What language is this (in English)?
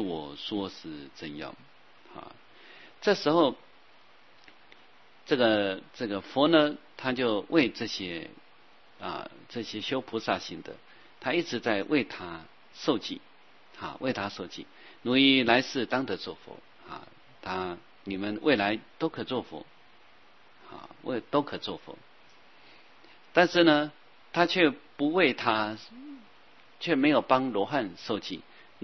Chinese